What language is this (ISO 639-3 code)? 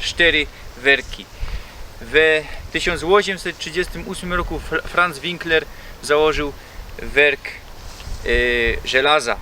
szl